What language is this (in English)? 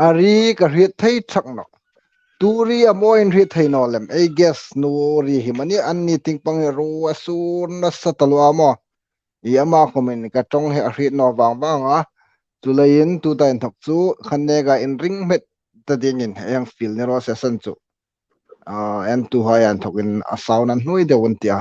Hmar